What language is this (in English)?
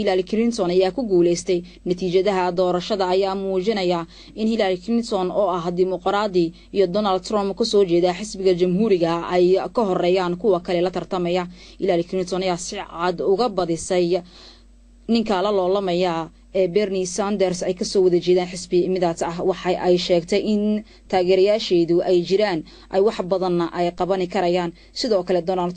Somali